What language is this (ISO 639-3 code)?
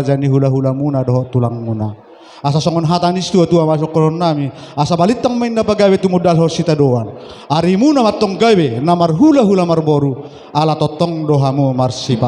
bbc